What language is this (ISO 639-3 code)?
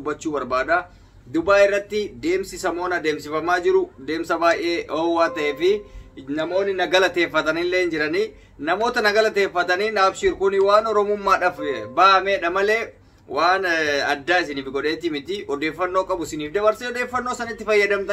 orm